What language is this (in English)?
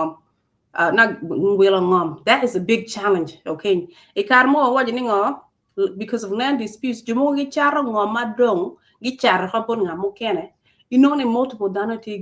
Acoli